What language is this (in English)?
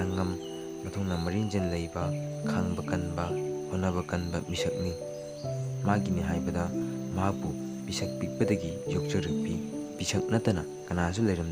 Manipuri